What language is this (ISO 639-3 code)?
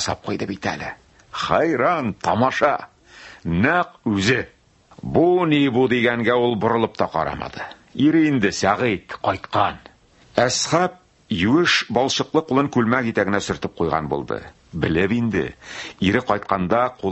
tat